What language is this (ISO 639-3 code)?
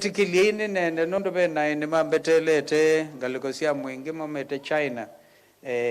kam